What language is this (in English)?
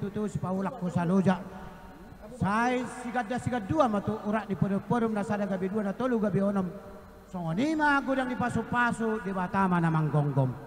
Batak Toba